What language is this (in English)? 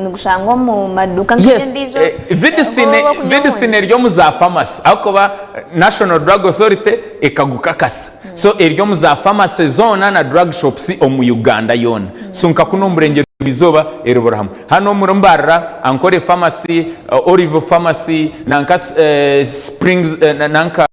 Nyankole